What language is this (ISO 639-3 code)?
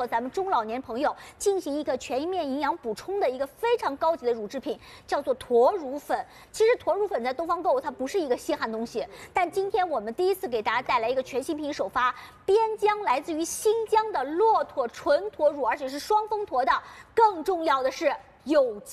zho